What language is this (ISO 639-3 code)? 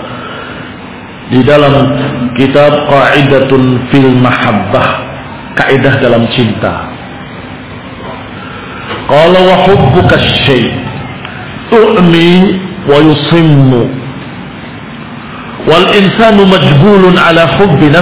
ind